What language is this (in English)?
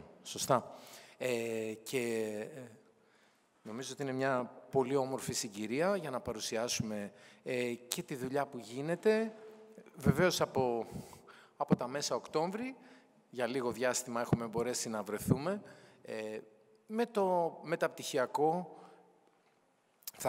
Greek